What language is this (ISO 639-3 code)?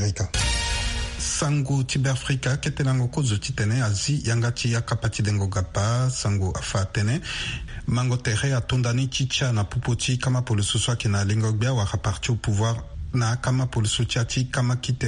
sag